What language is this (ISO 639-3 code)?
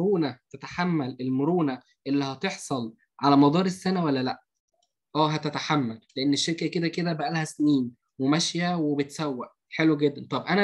arz